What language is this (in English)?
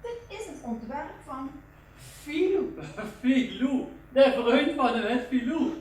Limburgish